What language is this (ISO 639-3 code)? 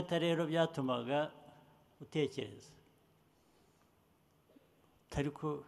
kin